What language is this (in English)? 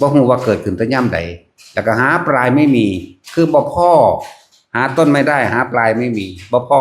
Northeastern Thai